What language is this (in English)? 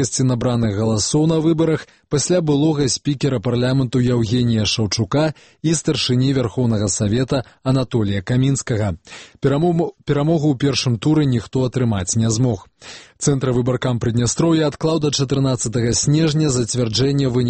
Belarusian